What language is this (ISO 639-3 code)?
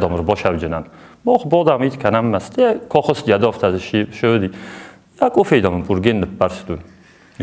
oss